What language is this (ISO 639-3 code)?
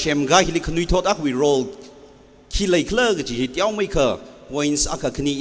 nmf